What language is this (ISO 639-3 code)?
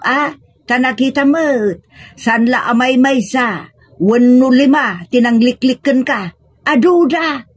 ilo